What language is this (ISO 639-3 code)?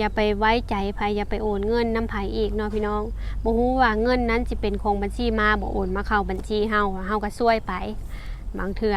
lao